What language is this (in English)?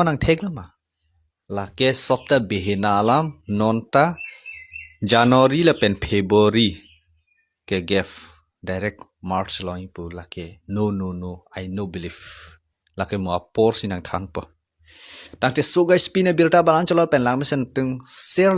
Karbi